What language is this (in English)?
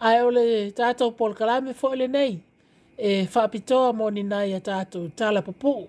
Samoan